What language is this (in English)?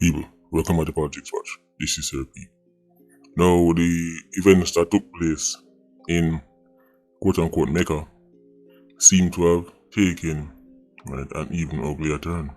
Jamaican Creole English